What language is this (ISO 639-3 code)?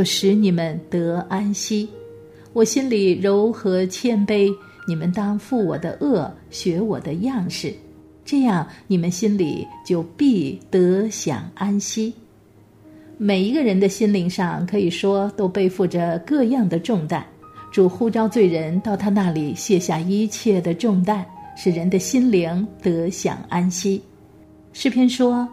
zho